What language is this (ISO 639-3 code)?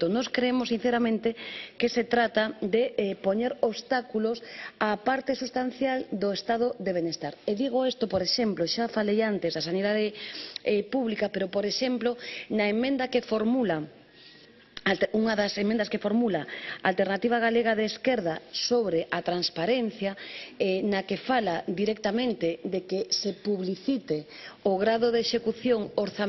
glg